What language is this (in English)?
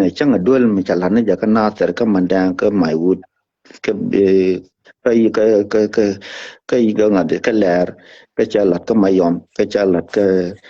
Nuer